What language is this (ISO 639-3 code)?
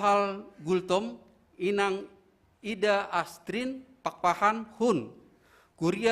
bts